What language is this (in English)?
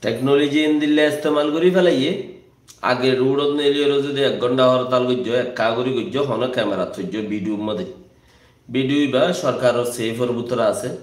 Rohingya